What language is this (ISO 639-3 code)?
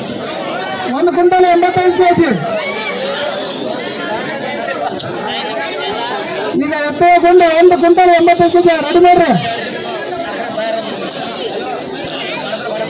kan